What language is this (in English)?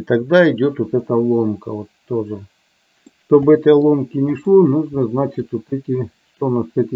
Russian